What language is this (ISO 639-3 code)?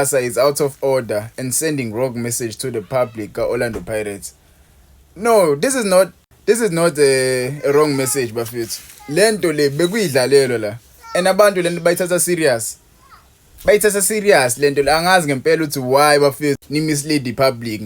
zul